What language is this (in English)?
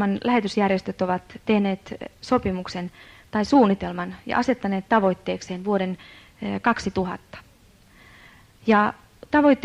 Finnish